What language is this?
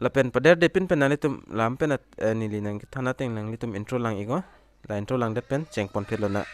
Karbi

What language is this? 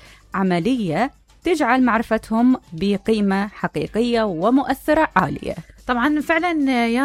Mesopotamian Arabic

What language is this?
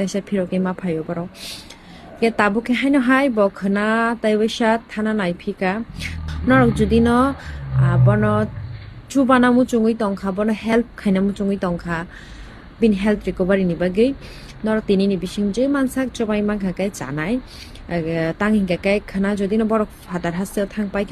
Kok Borok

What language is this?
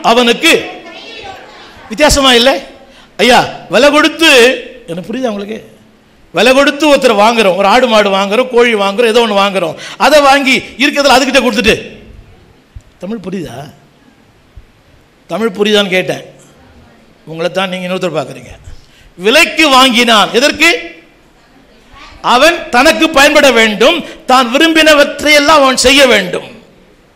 Tamil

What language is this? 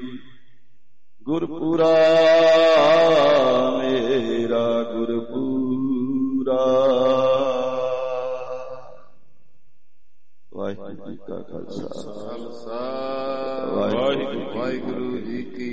Punjabi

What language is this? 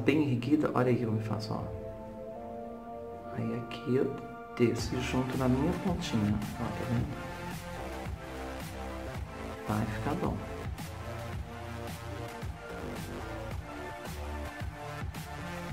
Portuguese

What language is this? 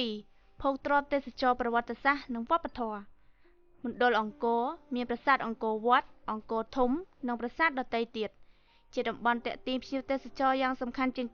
Khmer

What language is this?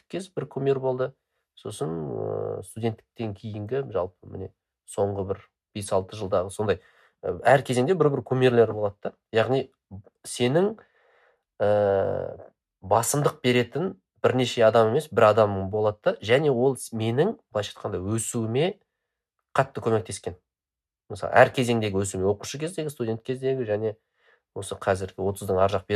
Kazakh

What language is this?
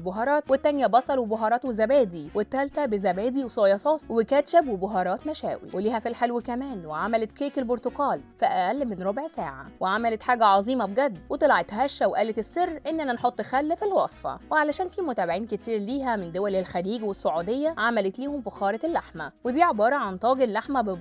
Egyptian Arabic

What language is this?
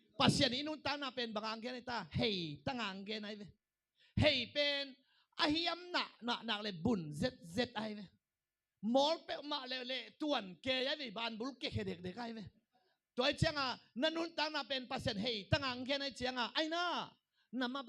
Tedim Chin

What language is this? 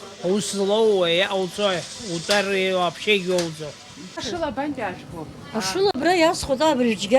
Abkhazian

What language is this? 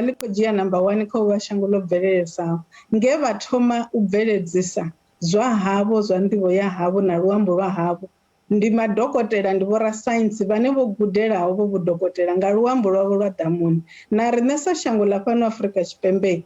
Venda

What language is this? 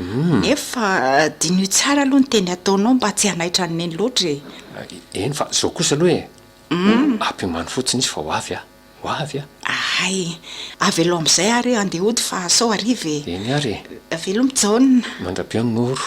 Malagasy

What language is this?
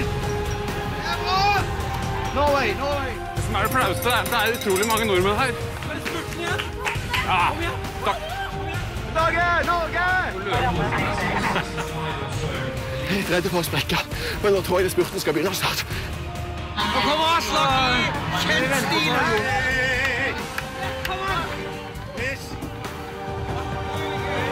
Norwegian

